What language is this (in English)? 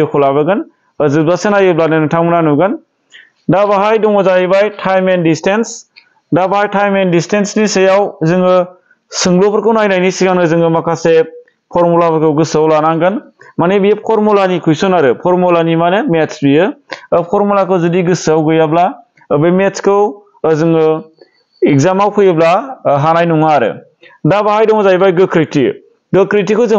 Bodo